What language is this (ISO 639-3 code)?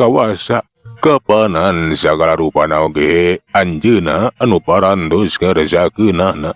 sun